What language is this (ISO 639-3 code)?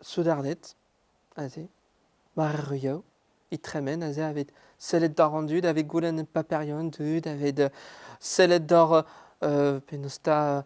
bre